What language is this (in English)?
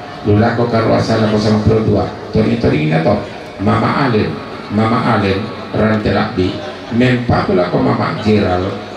Toraja-Sa'dan